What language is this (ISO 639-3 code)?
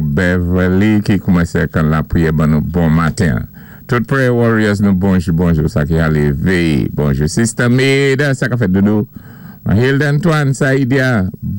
acf